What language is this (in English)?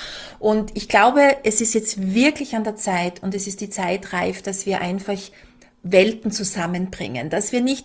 German